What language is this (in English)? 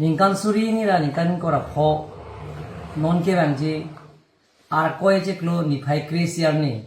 Karbi